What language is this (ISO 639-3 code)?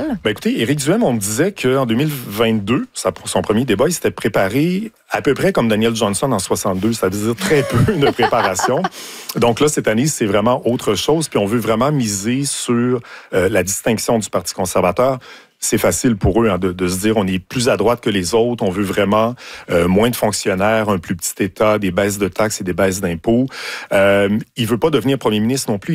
fra